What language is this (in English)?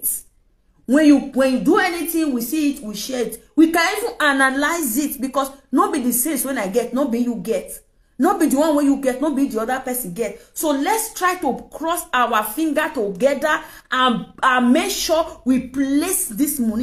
Nigerian Pidgin